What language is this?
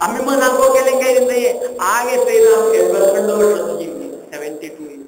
Konkani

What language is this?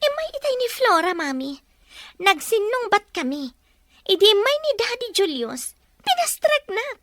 Iloko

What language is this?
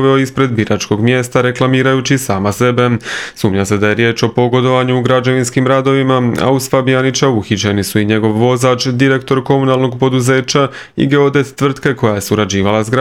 Croatian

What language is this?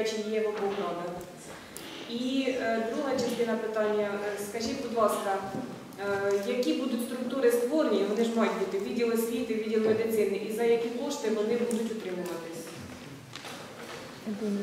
Ukrainian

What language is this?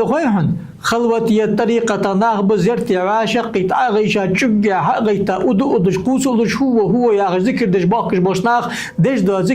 Ingush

